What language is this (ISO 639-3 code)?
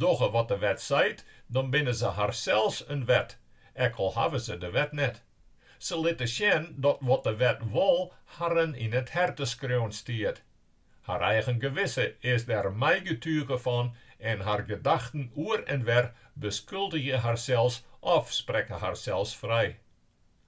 fry